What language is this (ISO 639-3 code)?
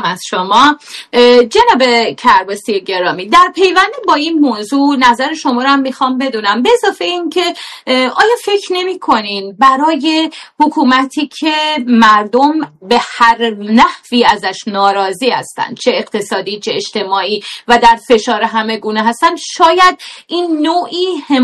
fas